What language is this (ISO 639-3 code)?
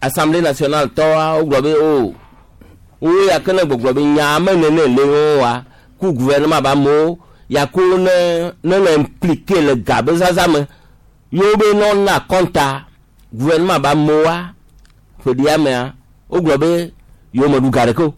gej